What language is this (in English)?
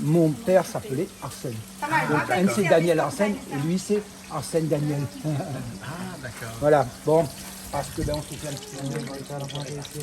Réunion Creole French